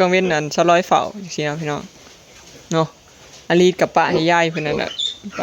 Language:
Northeastern Thai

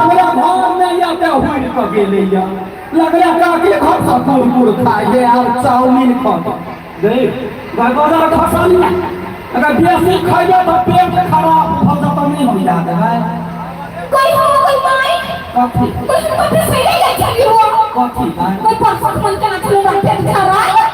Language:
Maithili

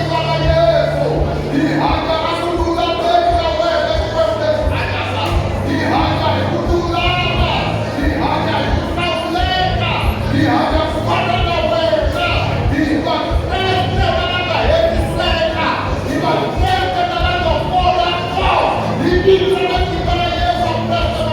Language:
Tsonga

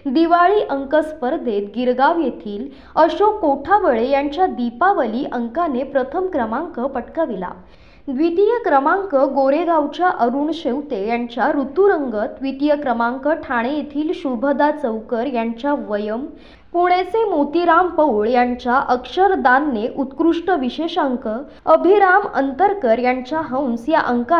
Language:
Marathi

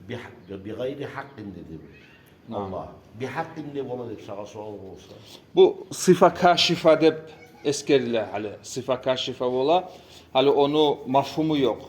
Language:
Kumyk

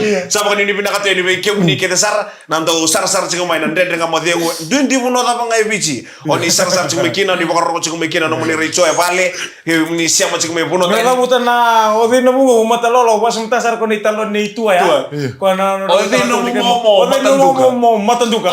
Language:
Fijian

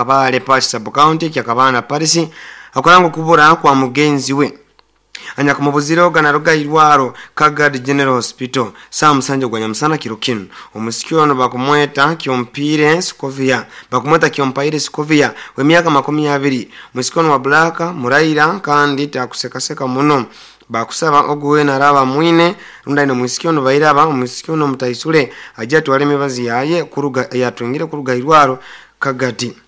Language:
Nyoro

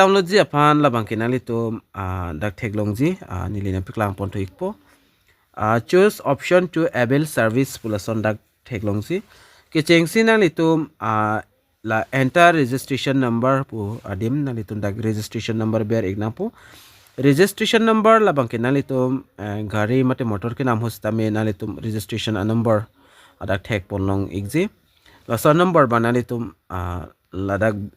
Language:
Karbi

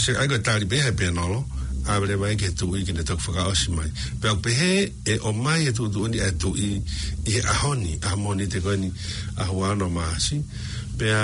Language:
Tongan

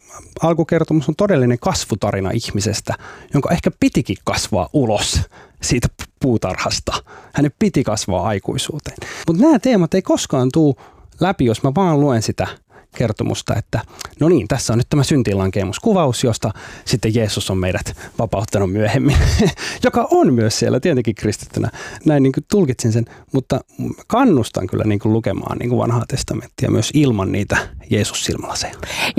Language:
Finnish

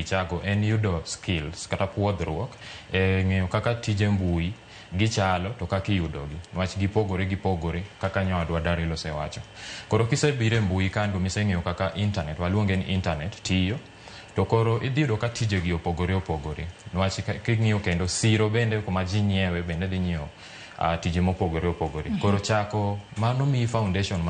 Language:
Luo (Kenya and Tanzania)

